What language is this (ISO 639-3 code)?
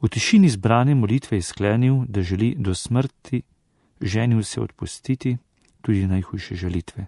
slv